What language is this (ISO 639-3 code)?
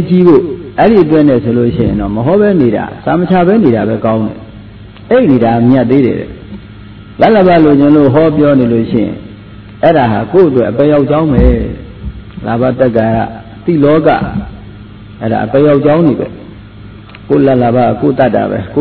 mya